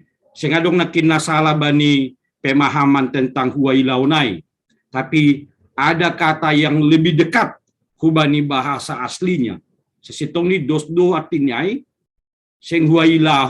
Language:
Batak Simalungun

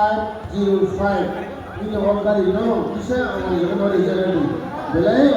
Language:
Kok Borok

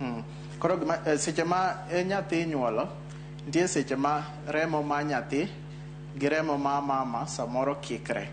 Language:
Luo (Kenya and Tanzania)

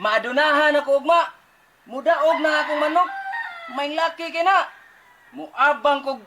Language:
Cebuano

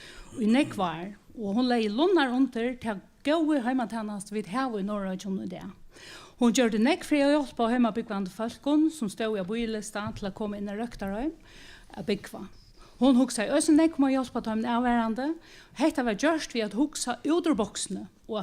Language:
Faroese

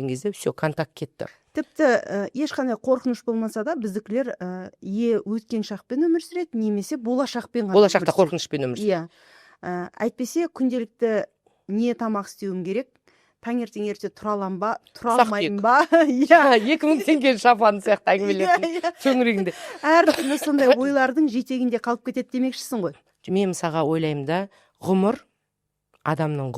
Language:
Kazakh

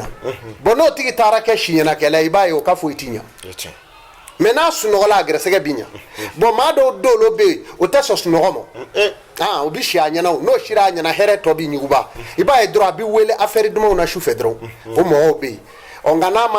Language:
Bambara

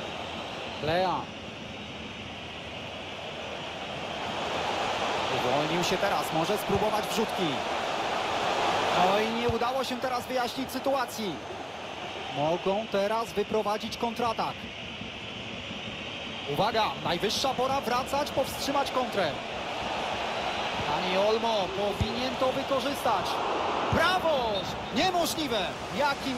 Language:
Polish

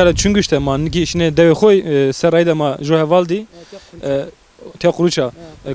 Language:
Zaza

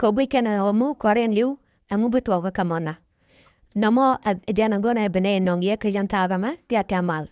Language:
Nuer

